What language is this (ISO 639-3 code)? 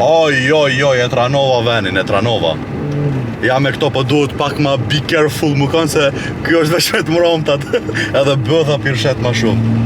sqi